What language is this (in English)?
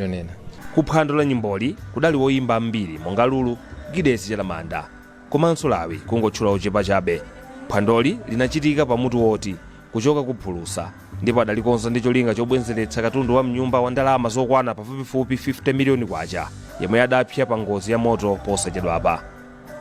Nyanja